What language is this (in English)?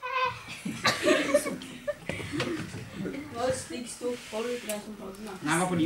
Norwegian